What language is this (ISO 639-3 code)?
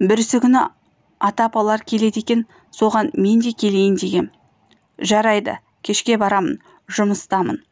kaz